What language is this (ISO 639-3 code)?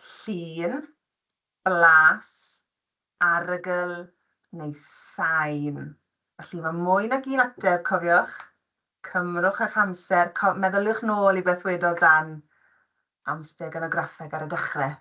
cym